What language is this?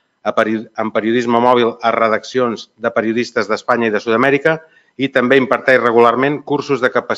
Catalan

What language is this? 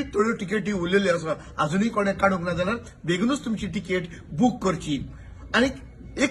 Konkani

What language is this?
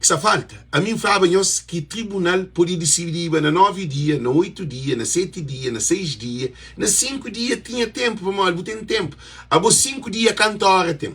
Kabuverdianu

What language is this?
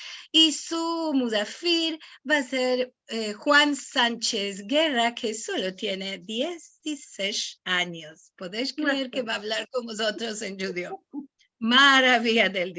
Ladino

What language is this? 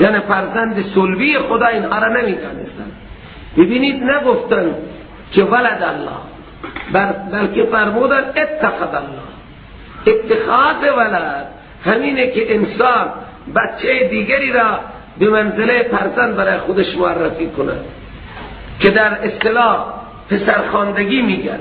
Persian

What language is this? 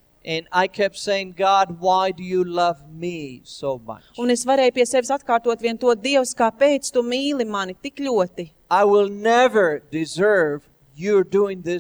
Latvian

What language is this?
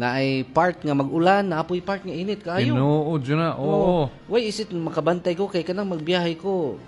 Cebuano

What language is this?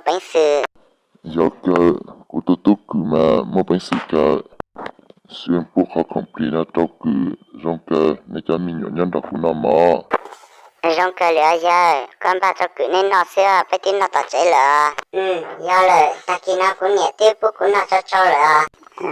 Hmong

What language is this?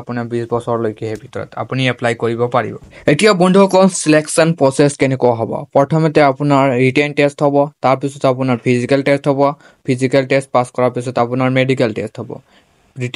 Assamese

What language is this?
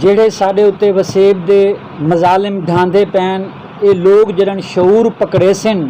Saraiki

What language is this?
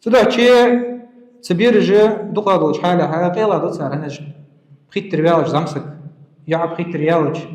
Ingush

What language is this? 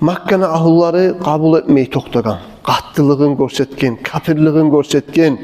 Kumyk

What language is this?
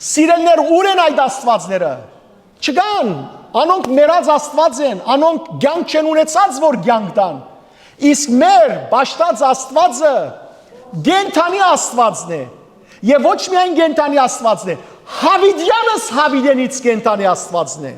Western Armenian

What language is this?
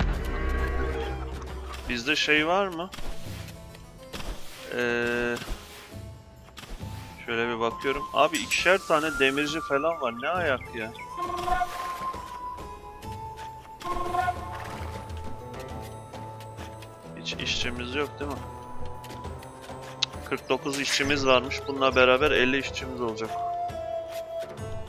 Turkish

